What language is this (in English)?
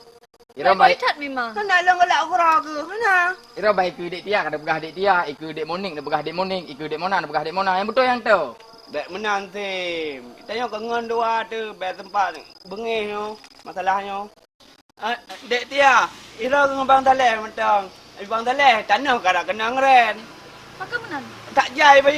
Achinese